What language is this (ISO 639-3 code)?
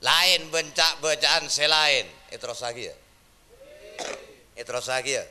mad